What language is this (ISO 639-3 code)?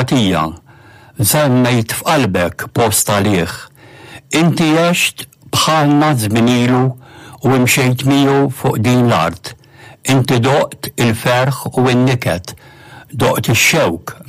mlt